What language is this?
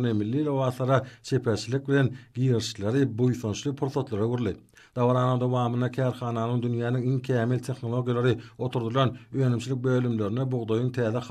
Turkmen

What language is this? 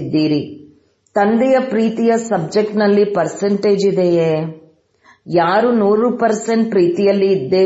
Kannada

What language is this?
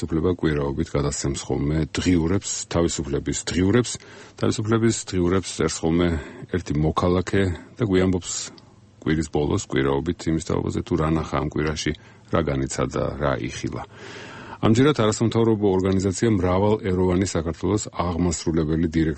Georgian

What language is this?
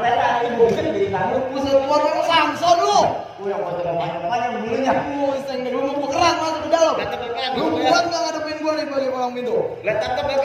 Betawi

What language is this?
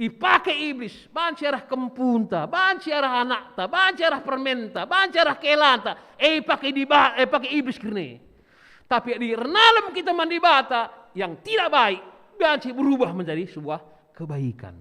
Batak Karo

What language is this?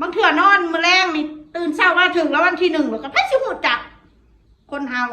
Northeastern Thai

